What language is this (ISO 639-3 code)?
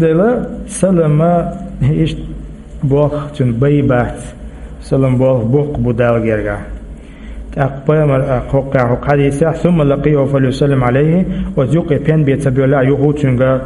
che